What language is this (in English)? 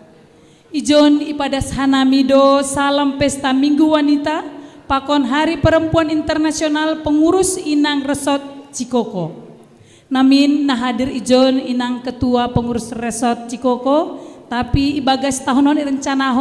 Batak Simalungun